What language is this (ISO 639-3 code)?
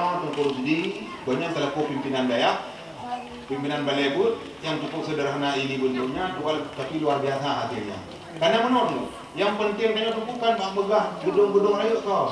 ace